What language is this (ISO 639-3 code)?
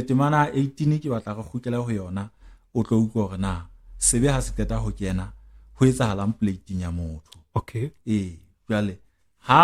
sot